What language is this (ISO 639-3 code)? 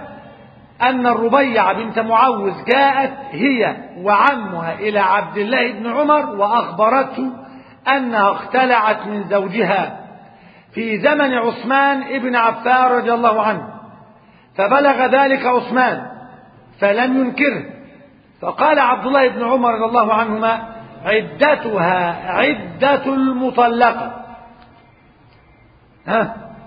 ara